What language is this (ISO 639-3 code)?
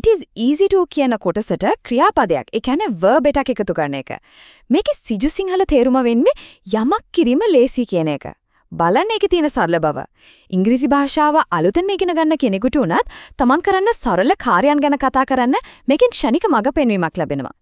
sin